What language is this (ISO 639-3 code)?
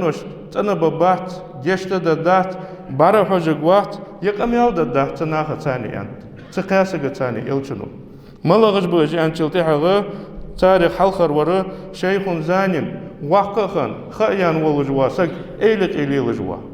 inh